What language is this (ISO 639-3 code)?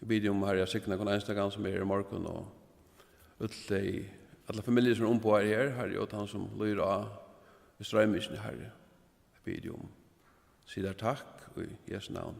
fao